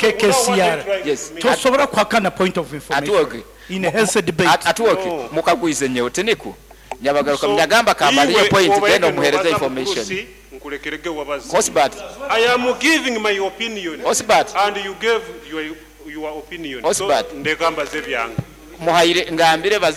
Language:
Nyoro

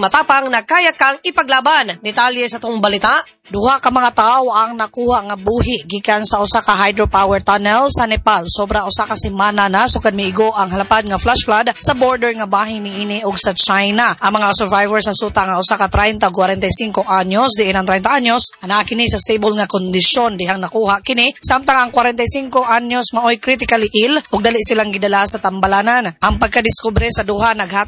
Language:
Cebuano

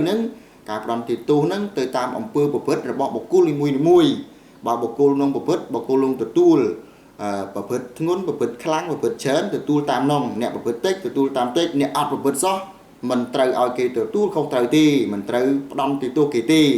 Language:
Khmer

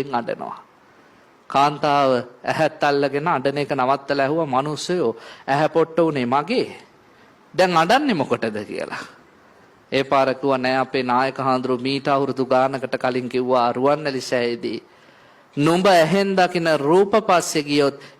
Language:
Sinhala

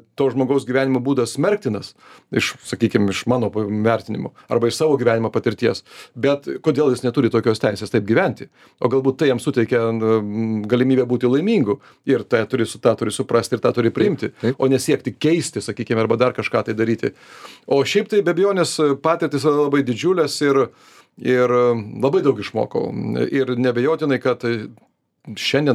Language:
Lithuanian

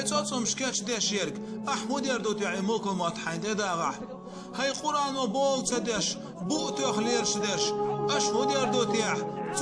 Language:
Chechen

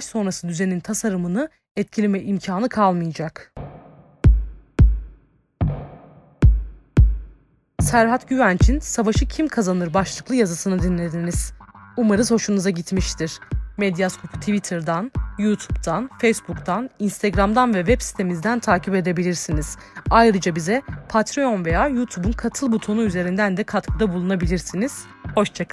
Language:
Turkish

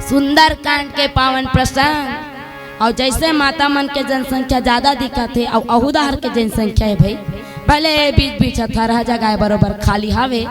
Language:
Chhattisgarhi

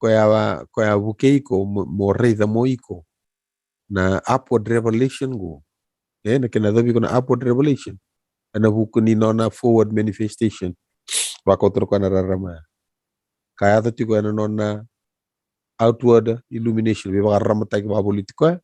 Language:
Fijian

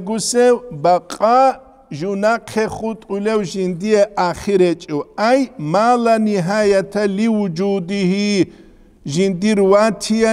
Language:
Avaric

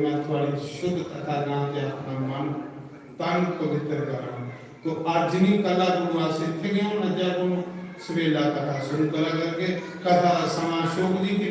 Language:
Dogri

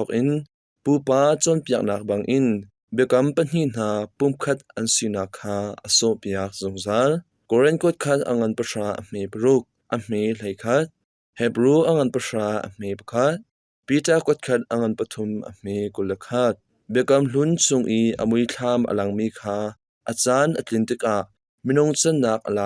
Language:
Hakha Chin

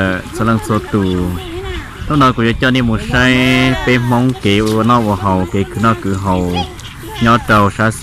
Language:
Hmong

